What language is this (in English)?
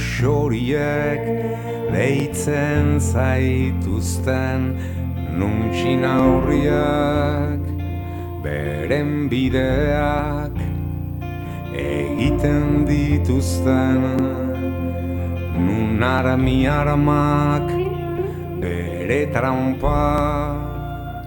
Basque